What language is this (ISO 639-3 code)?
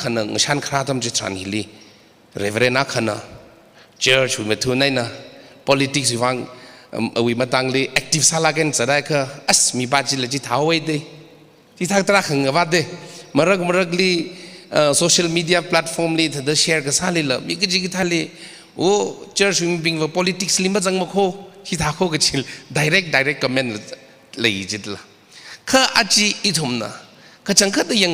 nmf